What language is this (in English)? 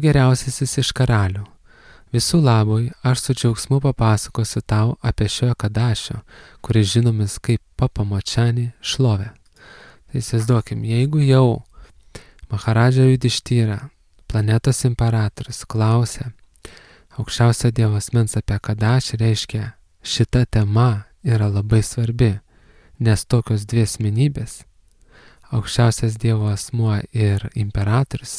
Lithuanian